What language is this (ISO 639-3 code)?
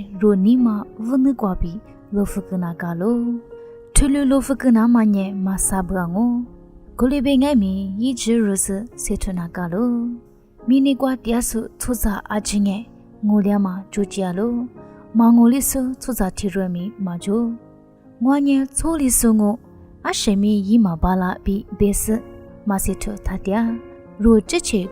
lis